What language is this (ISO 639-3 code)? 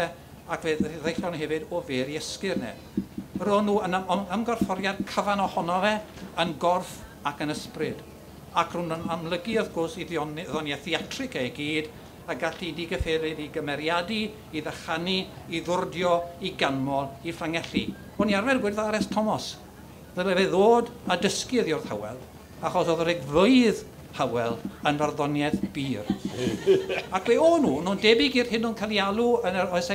cym